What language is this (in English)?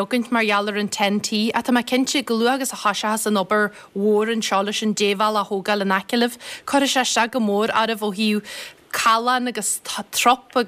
Irish